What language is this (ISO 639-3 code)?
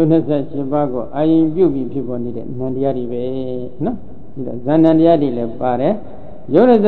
mya